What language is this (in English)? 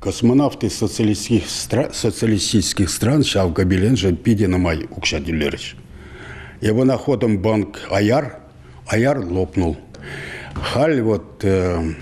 Chuvash